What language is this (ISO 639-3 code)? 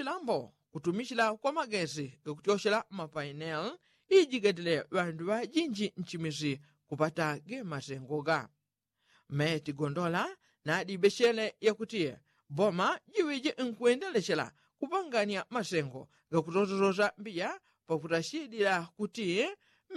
yao